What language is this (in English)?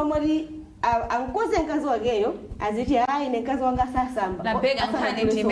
Nyanja